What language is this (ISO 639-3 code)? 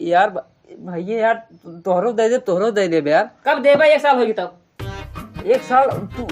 awa